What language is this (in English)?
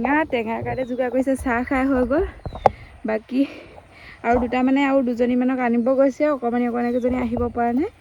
Assamese